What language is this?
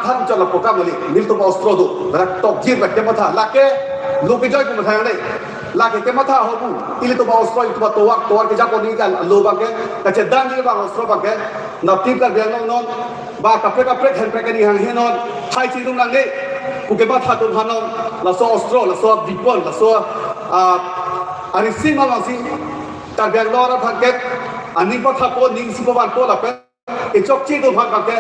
Karbi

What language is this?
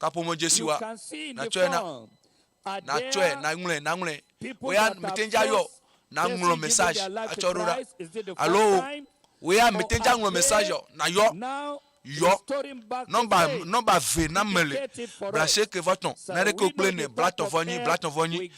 Ewe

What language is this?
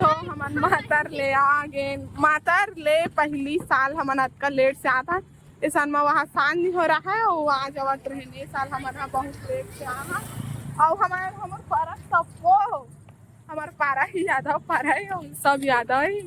Chhattisgarhi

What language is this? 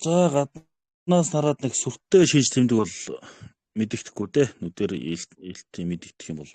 Mongolian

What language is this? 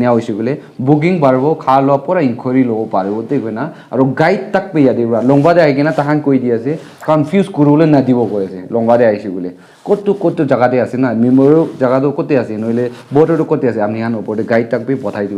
Naga Pidgin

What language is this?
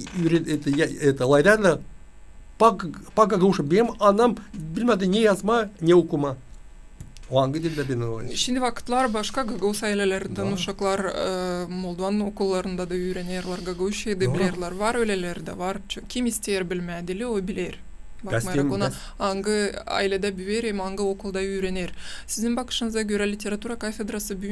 Gagauz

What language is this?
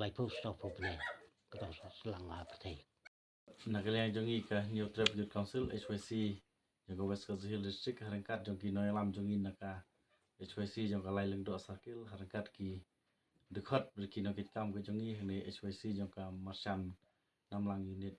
Khasi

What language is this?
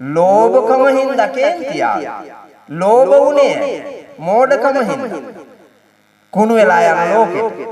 Sinhala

